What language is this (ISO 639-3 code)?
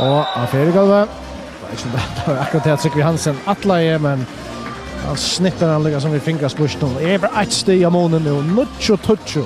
fao